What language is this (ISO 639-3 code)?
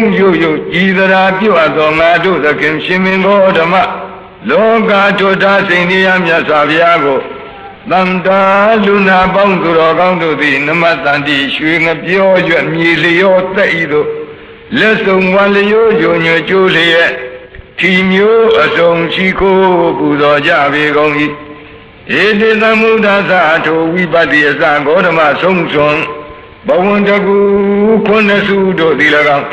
mya